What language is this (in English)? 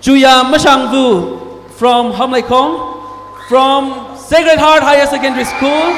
Tangkhul Naga (India)